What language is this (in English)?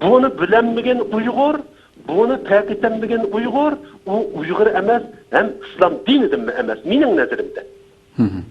Uyghur